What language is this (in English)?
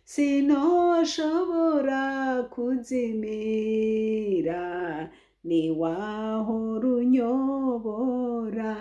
Rundi